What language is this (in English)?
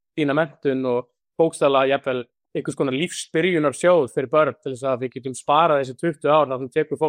Icelandic